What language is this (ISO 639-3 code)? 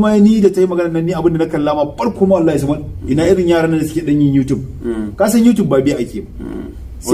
hau